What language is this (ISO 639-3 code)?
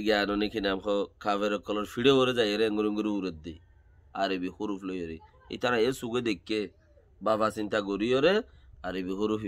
rhg